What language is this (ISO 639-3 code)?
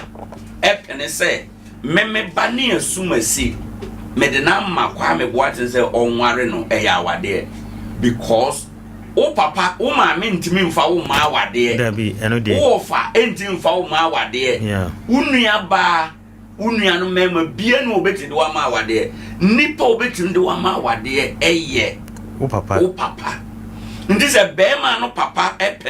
aka